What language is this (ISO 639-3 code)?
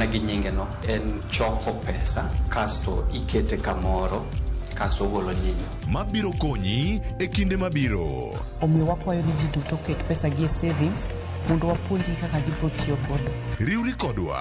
luo